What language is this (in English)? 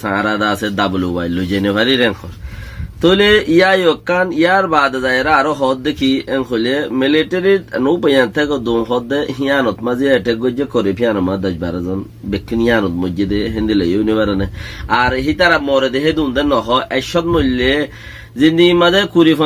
Rohingya